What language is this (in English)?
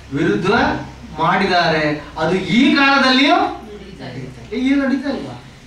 Kannada